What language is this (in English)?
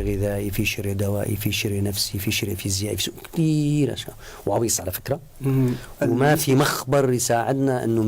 North Levantine Arabic